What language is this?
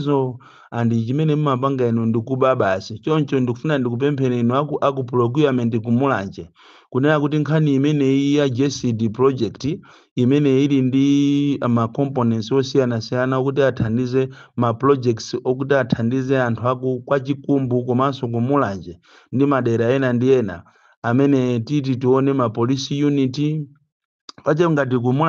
Nyanja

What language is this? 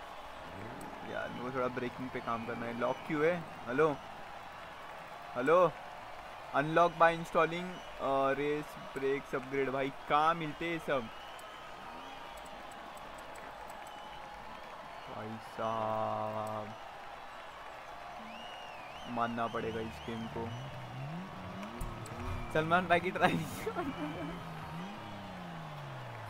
Hindi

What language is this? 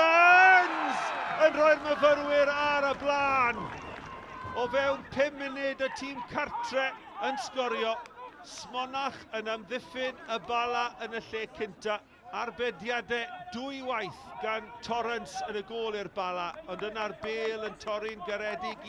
Welsh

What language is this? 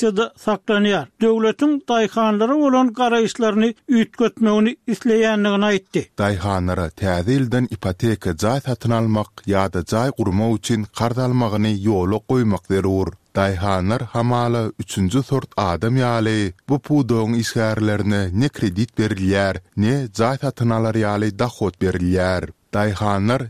Turkmen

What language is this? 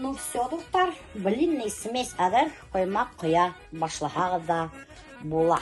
Bashkir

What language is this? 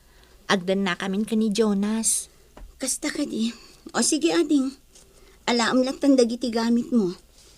Iloko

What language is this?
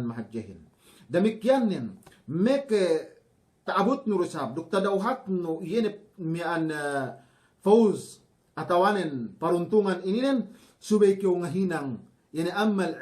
Yakan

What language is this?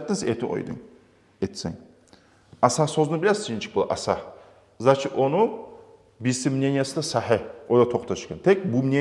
Kumyk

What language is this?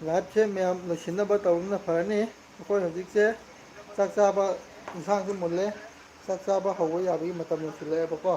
Manipuri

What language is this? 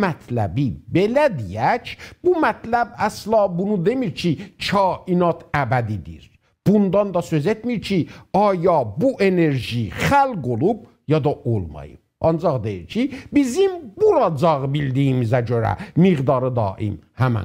South Azerbaijani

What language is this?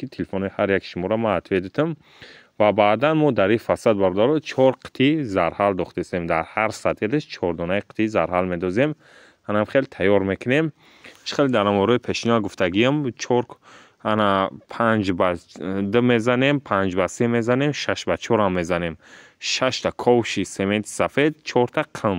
Tajik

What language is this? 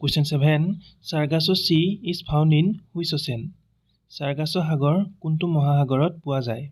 Assamese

